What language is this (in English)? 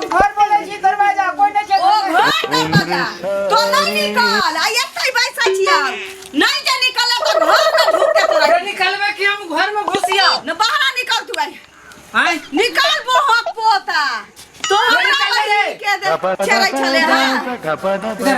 Maithili